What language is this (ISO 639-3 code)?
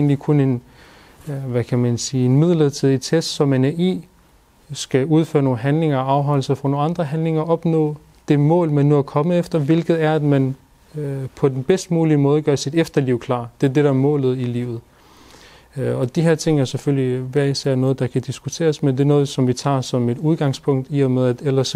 dan